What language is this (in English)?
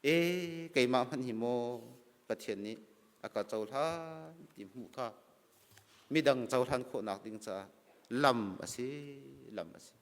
Hakha Chin